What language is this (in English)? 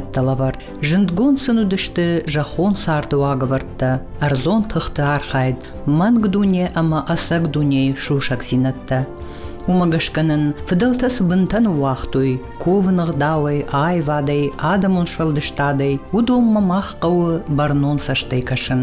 Ossetic